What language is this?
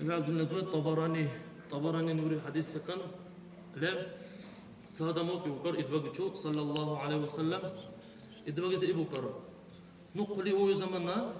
Dargwa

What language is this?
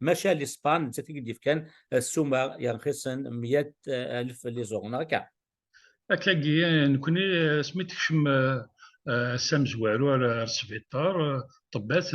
Kabyle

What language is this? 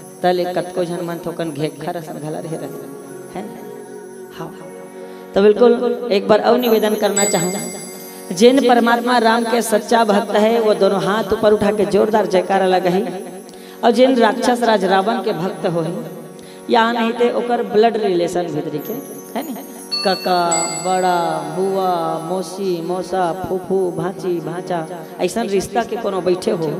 Chhattisgarhi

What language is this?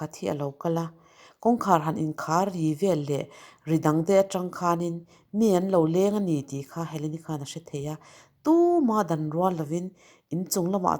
Mizo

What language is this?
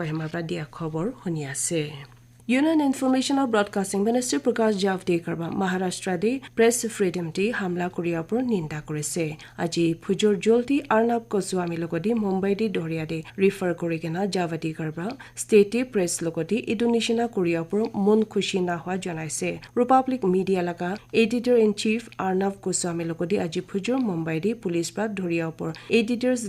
Naga Pidgin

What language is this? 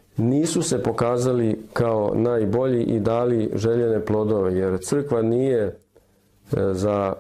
Serbian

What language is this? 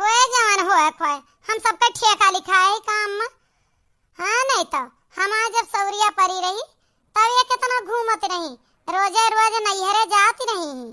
Awadhi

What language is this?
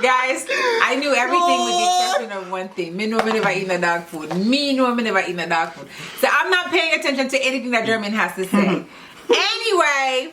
Jamaican Creole English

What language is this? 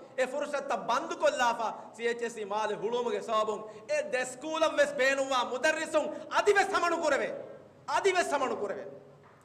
Divehi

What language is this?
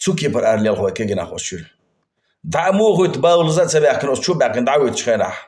Chechen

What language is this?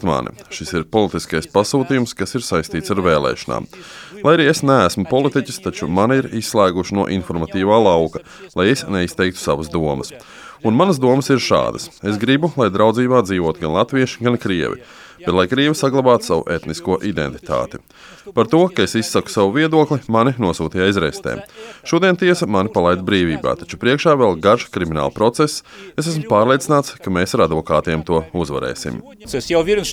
Latvian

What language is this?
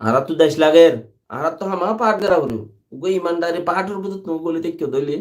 Rohingya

